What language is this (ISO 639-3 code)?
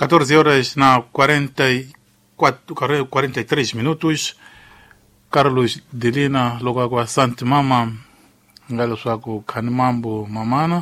tso